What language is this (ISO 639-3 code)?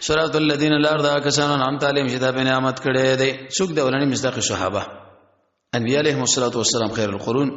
pus